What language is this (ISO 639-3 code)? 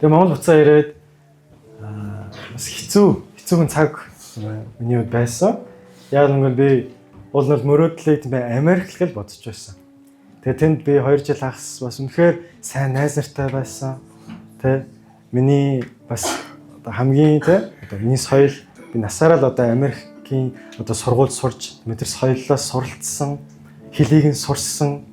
mon